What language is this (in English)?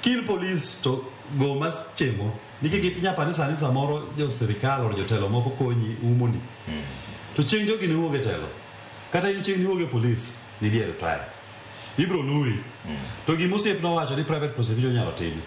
Luo (Kenya and Tanzania)